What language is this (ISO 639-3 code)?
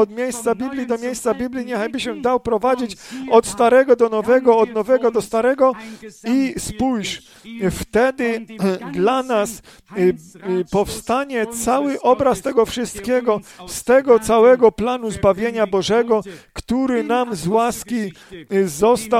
pol